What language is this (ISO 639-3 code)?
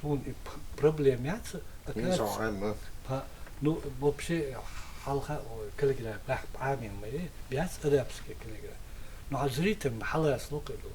che